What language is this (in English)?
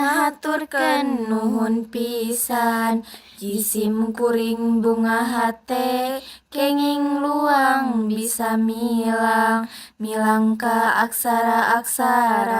Sundanese